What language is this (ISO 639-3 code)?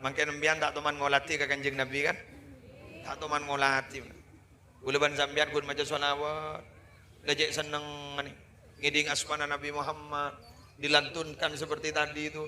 mad